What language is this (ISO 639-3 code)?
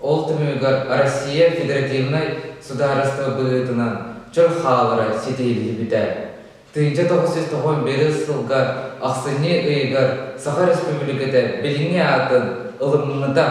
sah